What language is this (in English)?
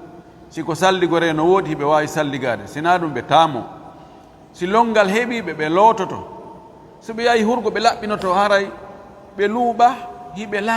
Fula